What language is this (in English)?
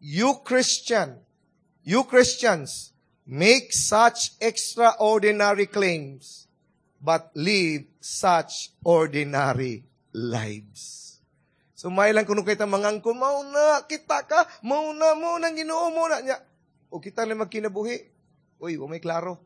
Cebuano